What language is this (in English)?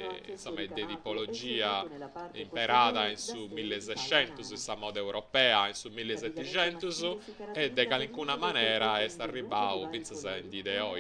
Sardinian